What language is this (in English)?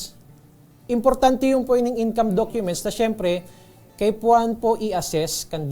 Bikol